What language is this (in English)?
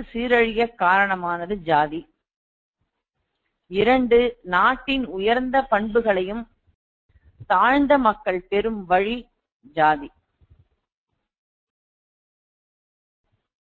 Tamil